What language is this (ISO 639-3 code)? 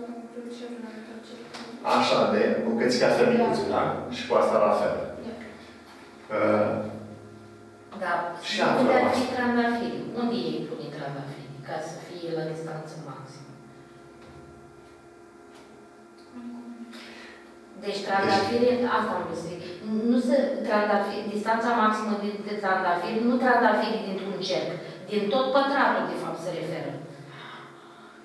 ron